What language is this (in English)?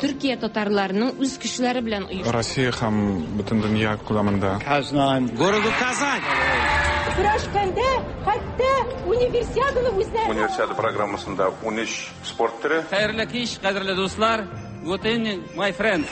Tatar